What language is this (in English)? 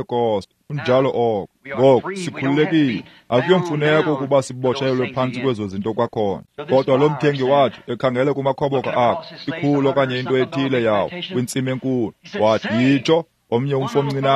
Xhosa